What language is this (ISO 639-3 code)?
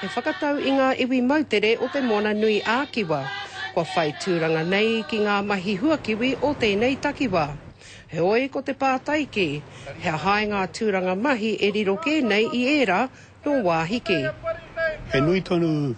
mri